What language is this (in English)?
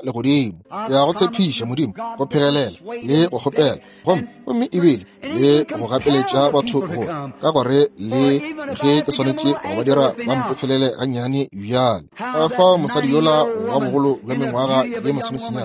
Northern Sotho